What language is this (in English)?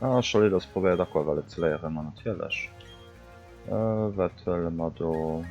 Luxembourgish